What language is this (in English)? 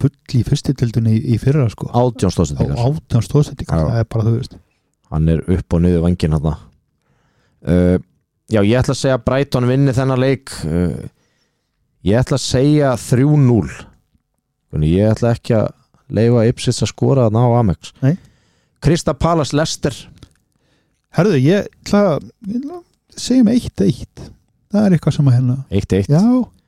Icelandic